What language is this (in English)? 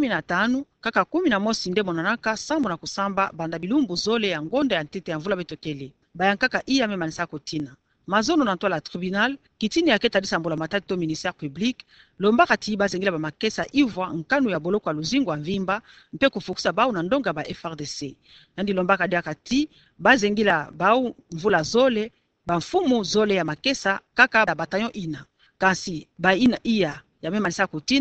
Kituba (Democratic Republic of Congo)